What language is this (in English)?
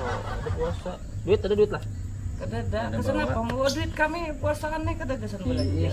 Banjar